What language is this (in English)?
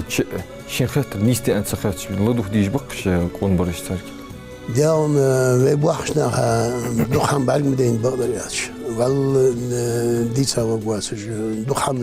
Ingush